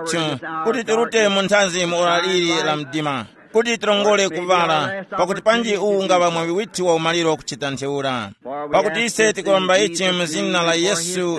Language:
Tumbuka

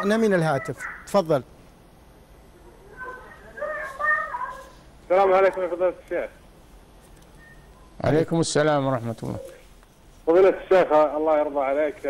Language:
Arabic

